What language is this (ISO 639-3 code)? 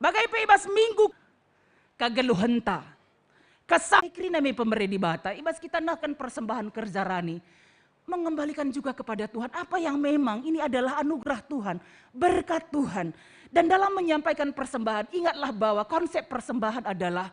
btx